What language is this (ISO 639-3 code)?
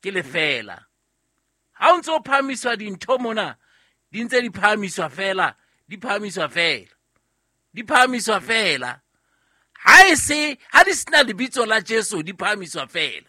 sot